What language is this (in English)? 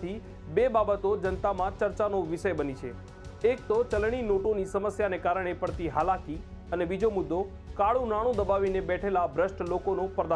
Gujarati